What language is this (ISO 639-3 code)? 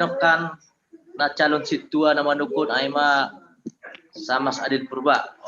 bts